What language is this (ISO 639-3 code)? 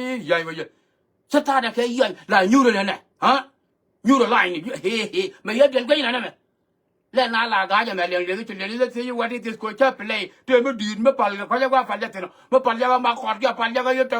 nus